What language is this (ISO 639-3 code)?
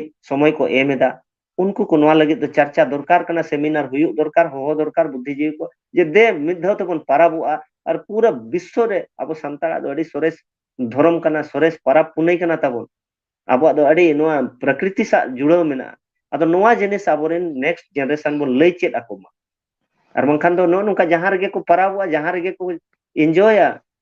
sat